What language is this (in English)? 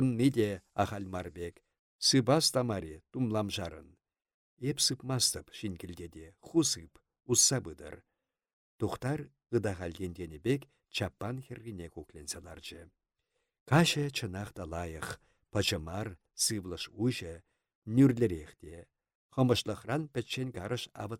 Chuvash